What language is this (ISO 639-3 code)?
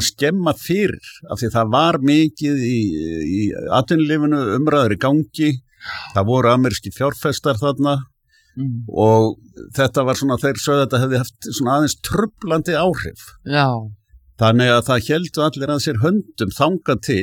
isl